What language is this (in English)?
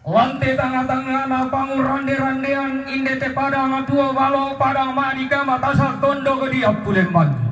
Toraja-Sa'dan